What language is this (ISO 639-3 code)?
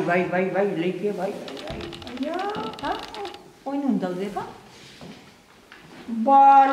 eus